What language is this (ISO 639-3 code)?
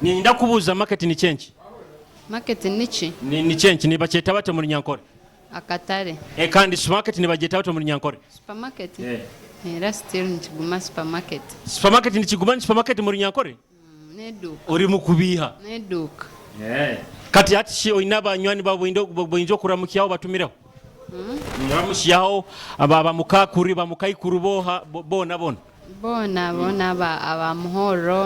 nyo